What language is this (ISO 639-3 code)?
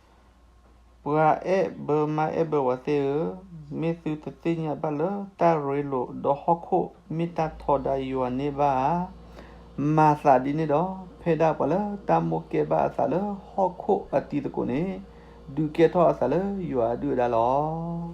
ksw